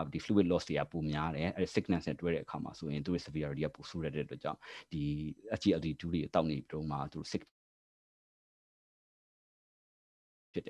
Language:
Burmese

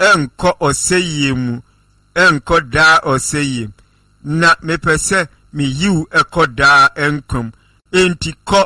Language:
Akan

